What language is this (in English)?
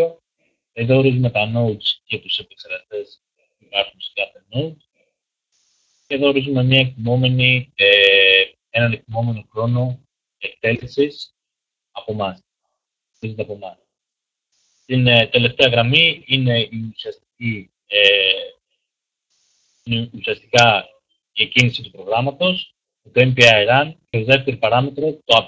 Greek